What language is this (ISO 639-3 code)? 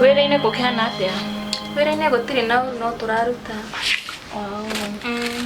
kik